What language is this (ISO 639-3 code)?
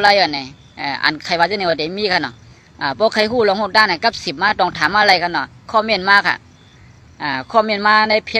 shn